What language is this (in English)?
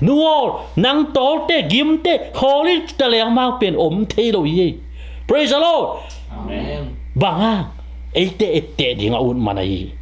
Tedim Chin